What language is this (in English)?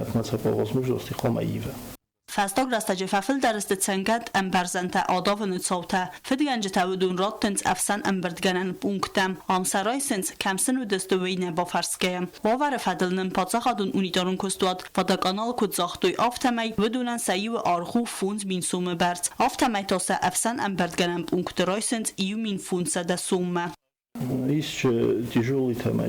Ossetic